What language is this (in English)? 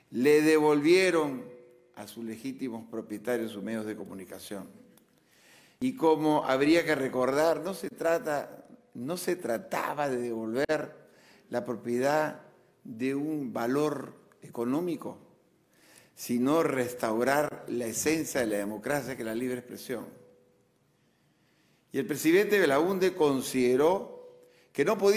Spanish